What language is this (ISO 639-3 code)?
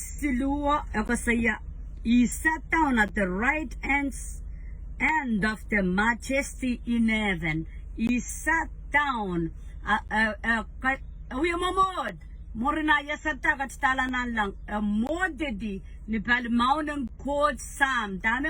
pon